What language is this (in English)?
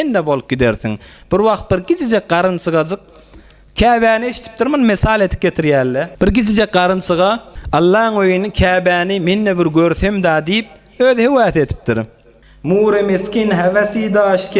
Turkmen